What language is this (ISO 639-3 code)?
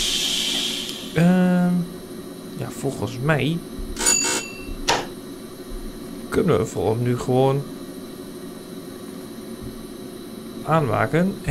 nld